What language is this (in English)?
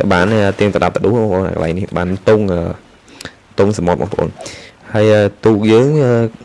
Khmer